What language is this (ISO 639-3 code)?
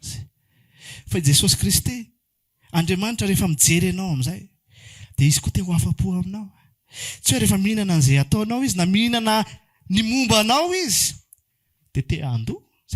mlg